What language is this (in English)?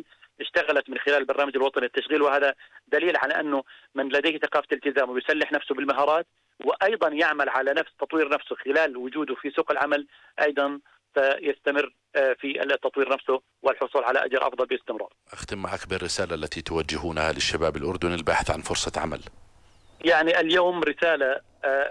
Arabic